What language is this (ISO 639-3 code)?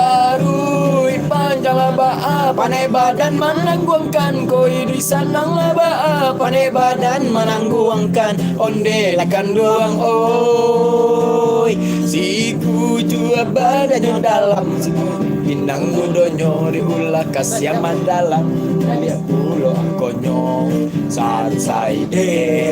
min